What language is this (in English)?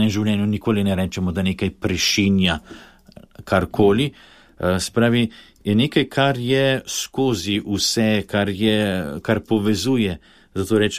Slovenian